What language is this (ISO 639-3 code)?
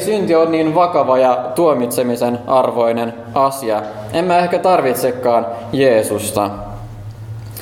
fin